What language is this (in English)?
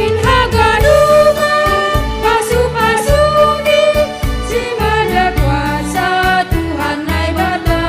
Batak Simalungun